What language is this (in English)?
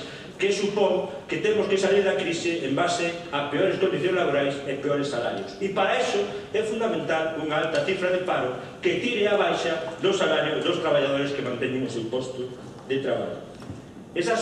Galician